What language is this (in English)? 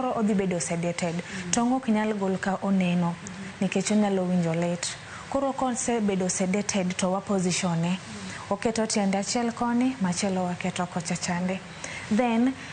Luo (Kenya and Tanzania)